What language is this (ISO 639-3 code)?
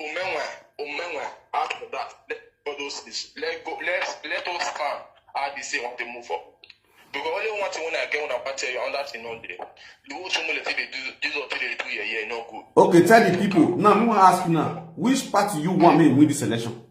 pcm